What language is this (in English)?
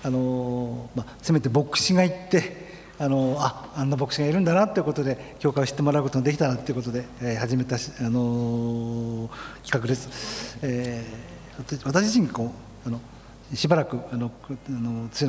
Japanese